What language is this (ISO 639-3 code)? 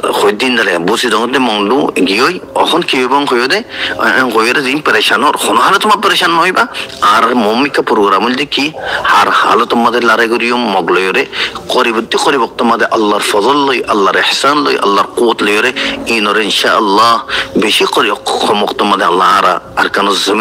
rhg